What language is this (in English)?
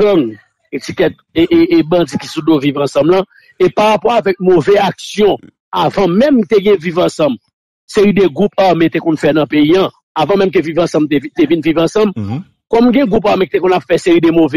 Haitian Creole